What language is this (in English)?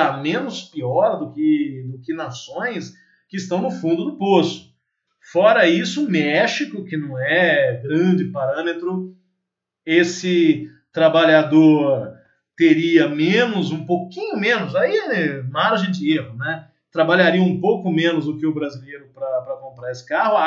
Portuguese